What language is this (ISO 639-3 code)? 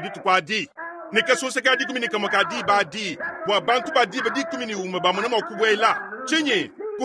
lua